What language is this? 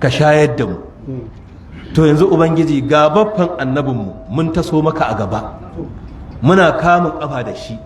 Hausa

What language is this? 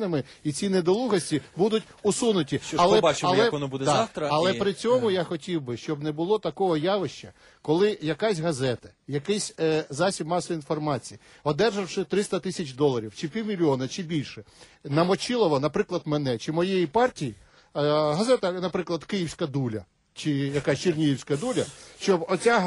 Ukrainian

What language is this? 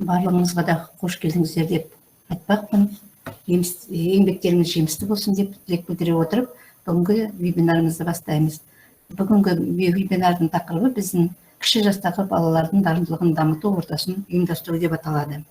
Kazakh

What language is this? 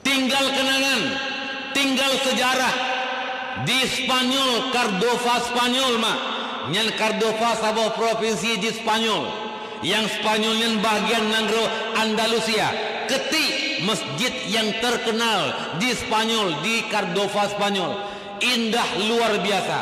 Achinese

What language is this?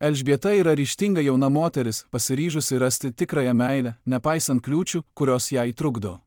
Lithuanian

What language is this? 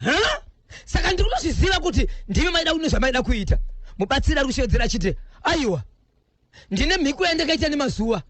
Shona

